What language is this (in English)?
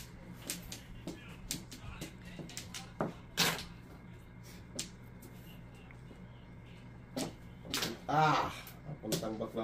Filipino